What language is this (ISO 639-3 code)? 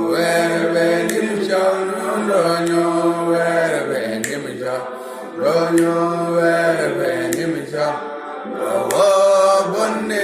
tui